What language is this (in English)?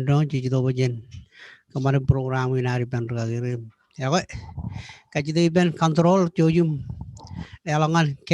Marshallese